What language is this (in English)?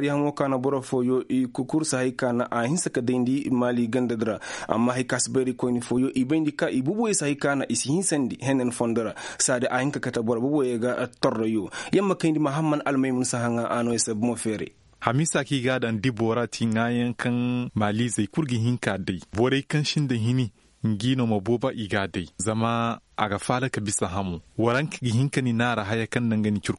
Koyraboro Senni